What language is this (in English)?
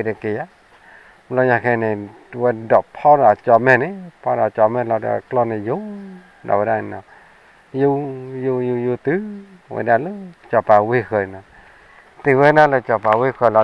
S'gaw Karen